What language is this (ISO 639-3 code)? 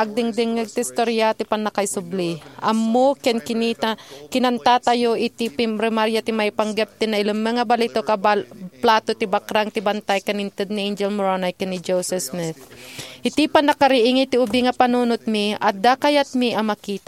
ilo